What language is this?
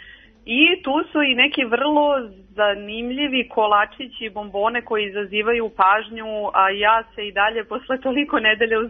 Serbian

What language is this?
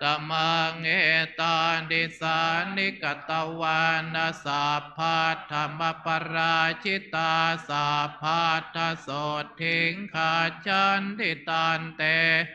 Pali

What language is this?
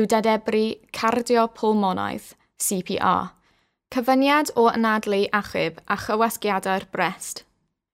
Welsh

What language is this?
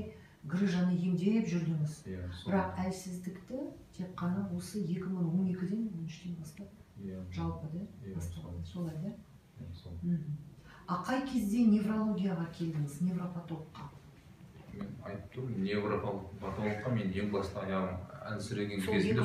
Kazakh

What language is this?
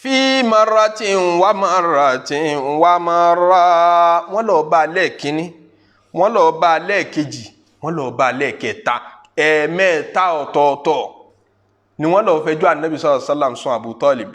Yoruba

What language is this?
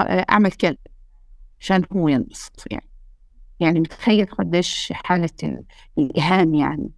North Levantine Arabic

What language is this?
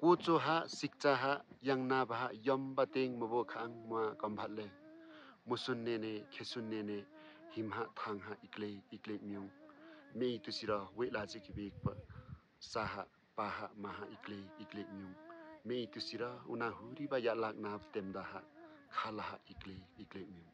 Limbu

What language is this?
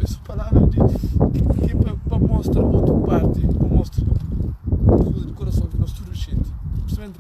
Kabuverdianu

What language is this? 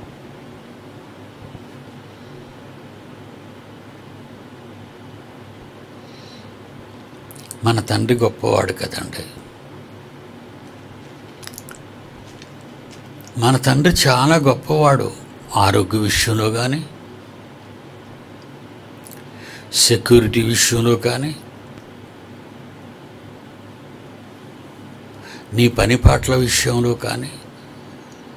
Telugu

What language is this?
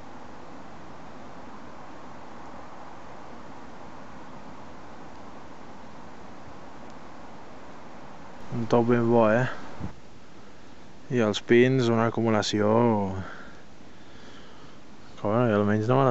Catalan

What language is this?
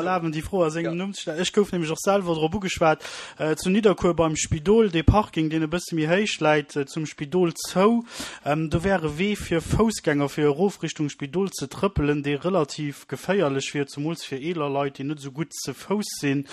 Luxembourgish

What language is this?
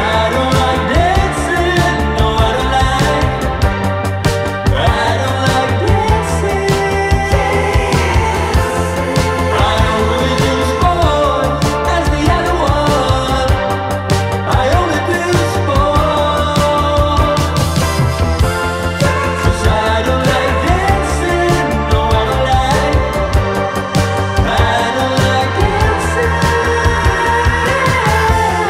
English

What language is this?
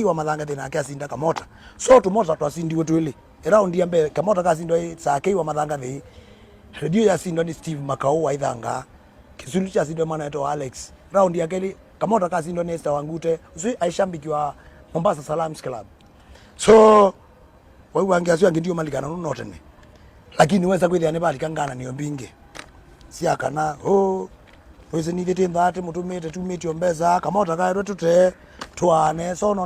Kamba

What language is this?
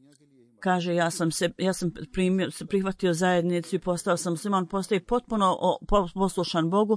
Bosnian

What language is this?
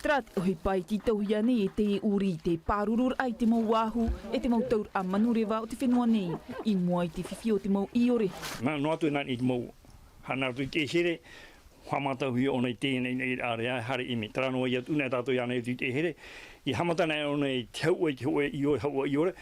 Tahitian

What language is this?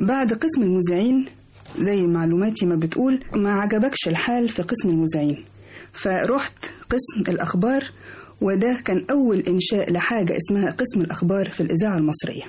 Egyptian Arabic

